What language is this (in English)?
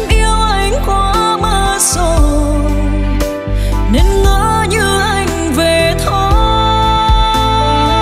Vietnamese